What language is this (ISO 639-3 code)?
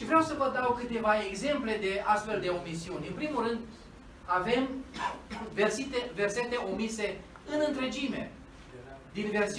ron